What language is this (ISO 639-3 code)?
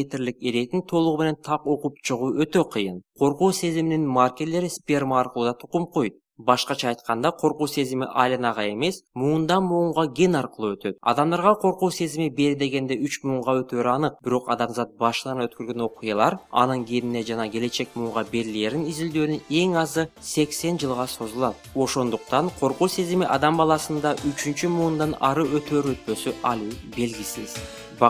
kir